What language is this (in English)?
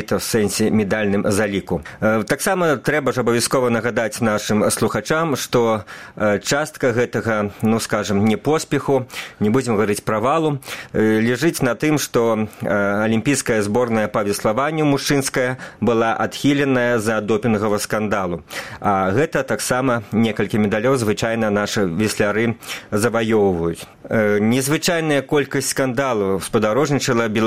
Belarusian